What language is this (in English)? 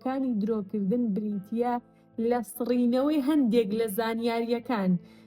Central Kurdish